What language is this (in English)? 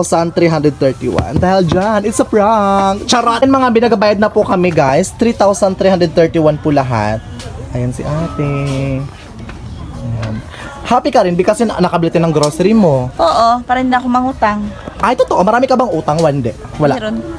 Filipino